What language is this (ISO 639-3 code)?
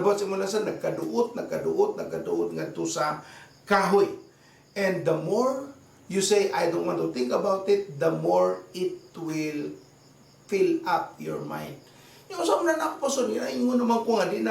ceb